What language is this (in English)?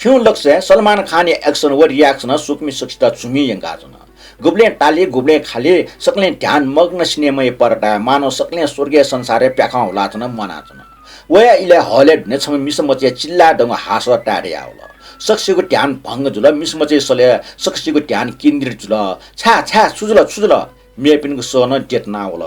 Newari